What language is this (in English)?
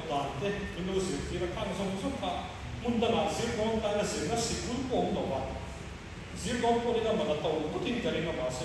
Mizo